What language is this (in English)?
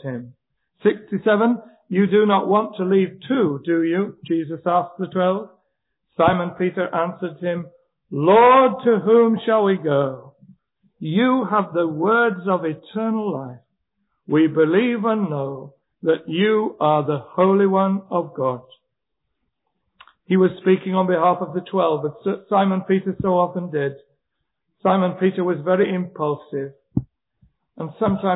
English